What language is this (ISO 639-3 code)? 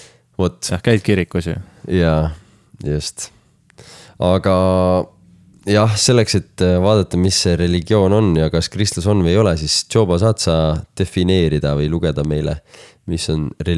est